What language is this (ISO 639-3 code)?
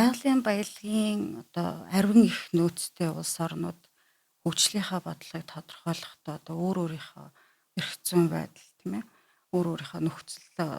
mon